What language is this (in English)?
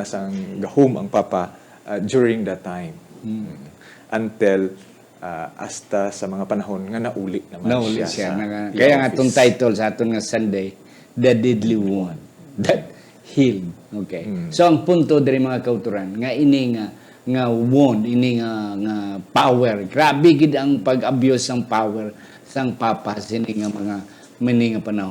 Hiligaynon